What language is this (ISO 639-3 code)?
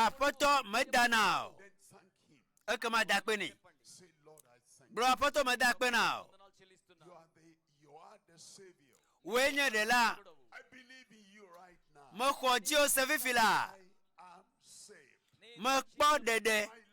ewe